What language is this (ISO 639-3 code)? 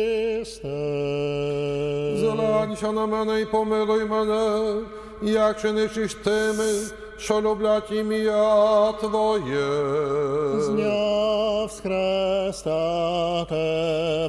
ukr